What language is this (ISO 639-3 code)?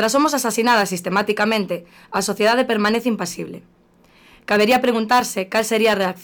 glg